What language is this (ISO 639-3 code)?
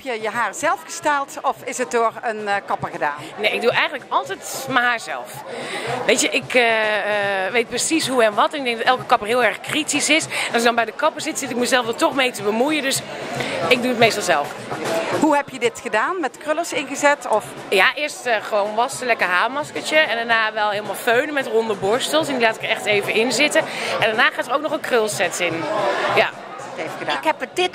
nld